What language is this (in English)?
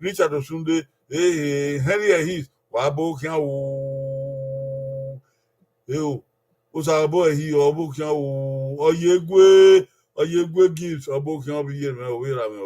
Bini